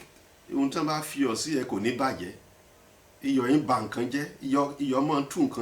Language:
Yoruba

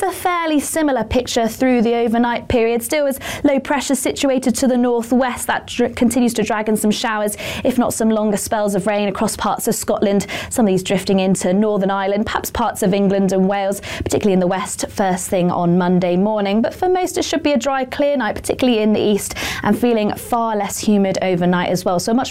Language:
English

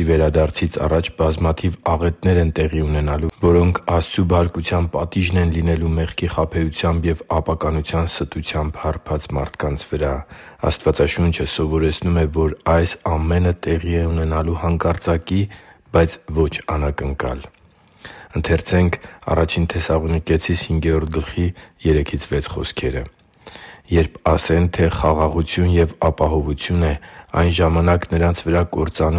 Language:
Armenian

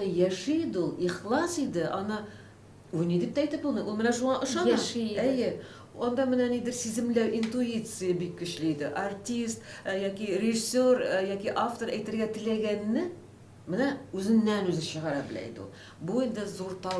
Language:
Tatar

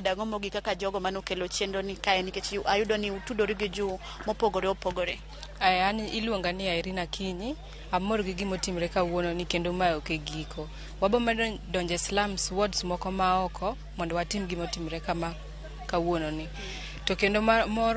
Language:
Luo (Kenya and Tanzania)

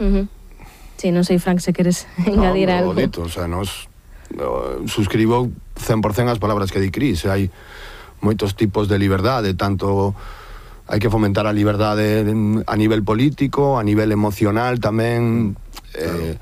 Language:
Galician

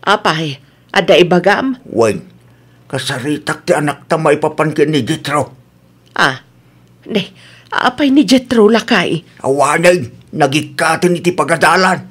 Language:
Iloko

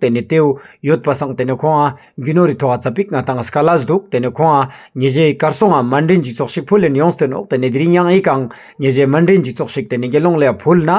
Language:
Ladakhi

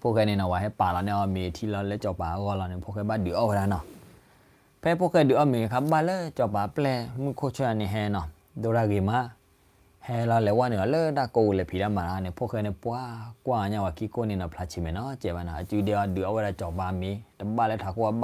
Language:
S'gaw Karen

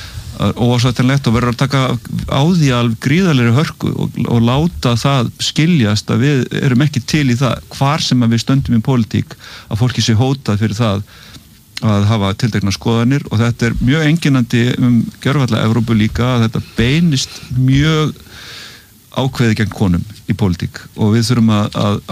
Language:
Icelandic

